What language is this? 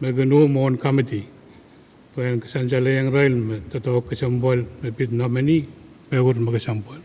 Pohnpeian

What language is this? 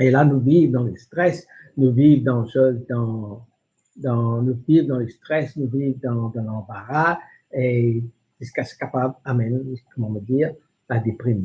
Morisyen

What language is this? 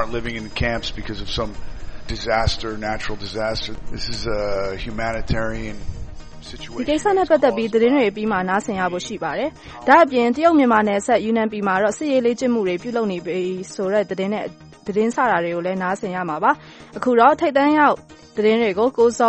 Burmese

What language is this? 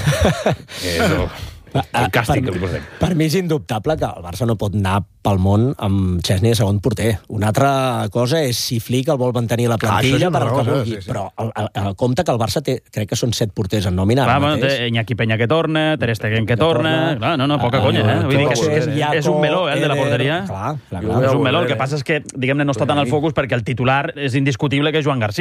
Catalan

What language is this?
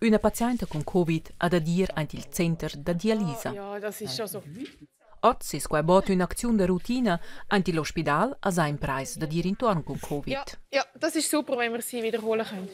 Romansh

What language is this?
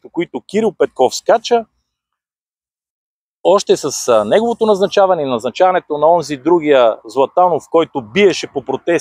Bulgarian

